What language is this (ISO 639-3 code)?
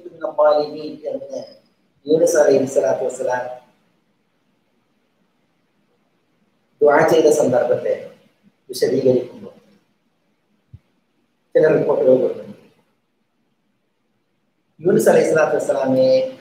mal